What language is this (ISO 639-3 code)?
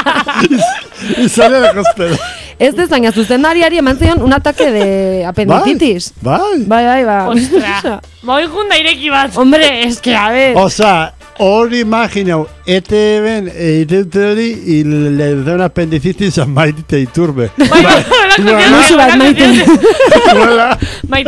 eus